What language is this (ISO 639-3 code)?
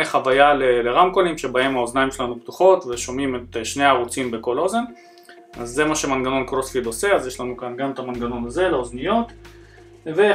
heb